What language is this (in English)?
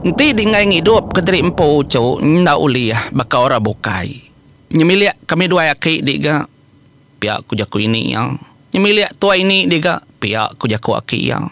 Iban